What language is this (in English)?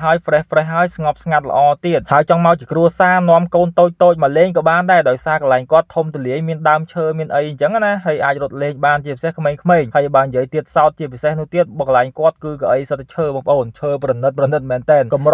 Khmer